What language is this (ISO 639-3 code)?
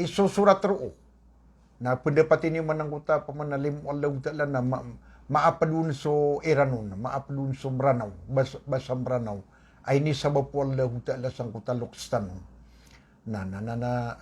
mrw